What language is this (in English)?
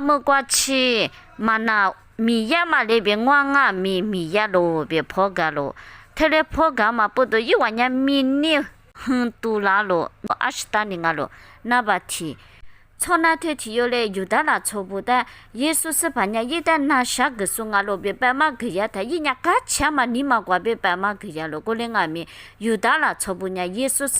Lisu